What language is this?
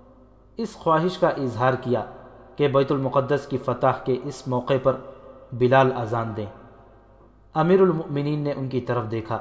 Urdu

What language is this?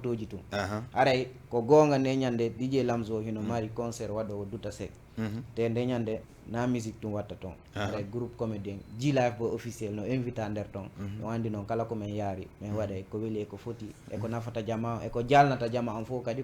Fula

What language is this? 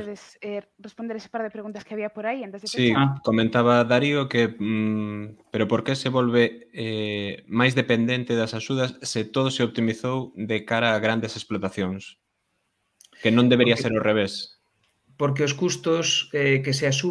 Galician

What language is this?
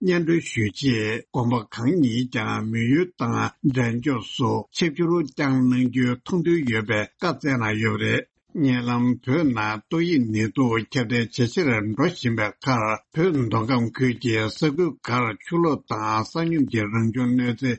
Tibetan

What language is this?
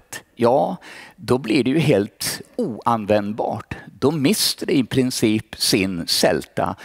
Swedish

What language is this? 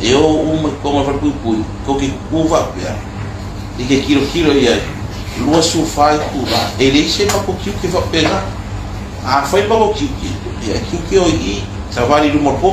Samoan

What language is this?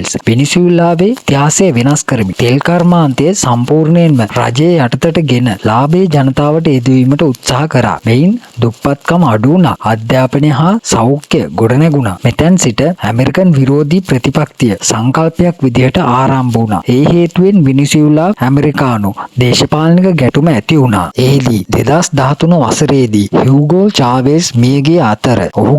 Sinhala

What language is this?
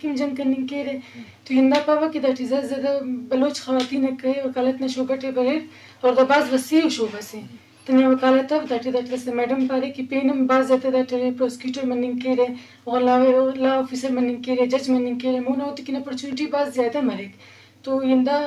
Eastern Balochi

